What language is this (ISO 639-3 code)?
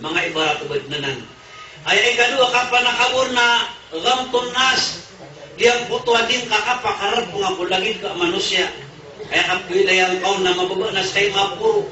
mrw